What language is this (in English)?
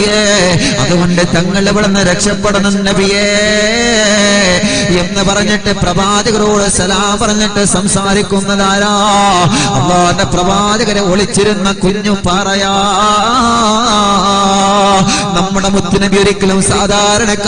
Malayalam